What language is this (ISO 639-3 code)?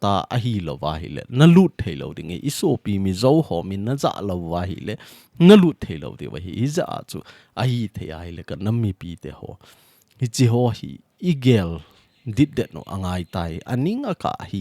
tcz